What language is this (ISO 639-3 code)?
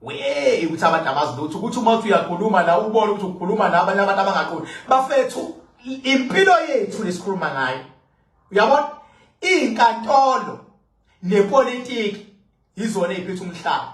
zul